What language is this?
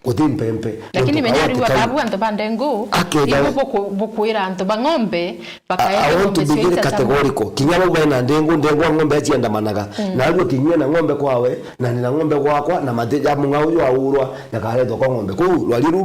Meru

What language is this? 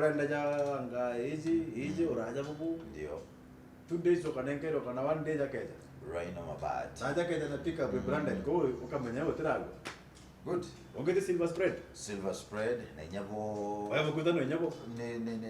Meru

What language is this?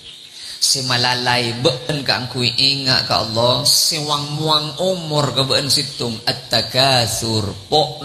Madurese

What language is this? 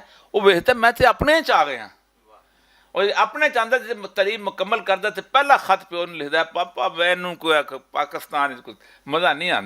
Western Panjabi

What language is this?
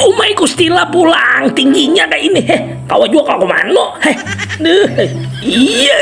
Banjar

